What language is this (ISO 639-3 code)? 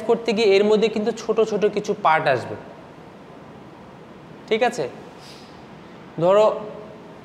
ben